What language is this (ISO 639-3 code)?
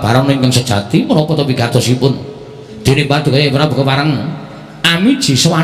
jav